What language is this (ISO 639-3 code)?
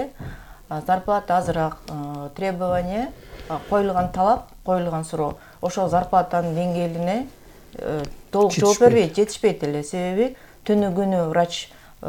kir